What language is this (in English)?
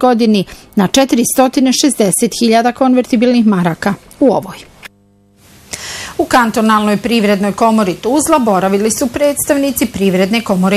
Bosnian